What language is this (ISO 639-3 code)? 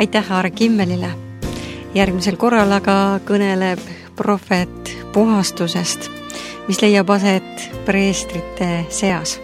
est